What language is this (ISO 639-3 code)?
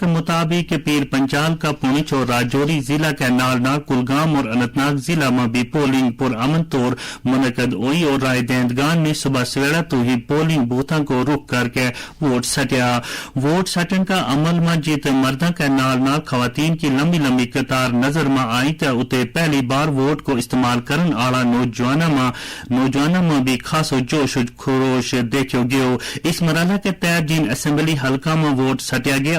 gju